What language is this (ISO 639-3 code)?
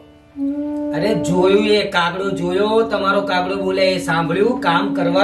guj